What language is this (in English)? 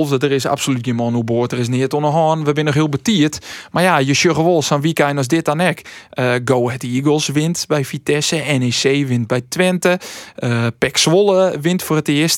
Western Frisian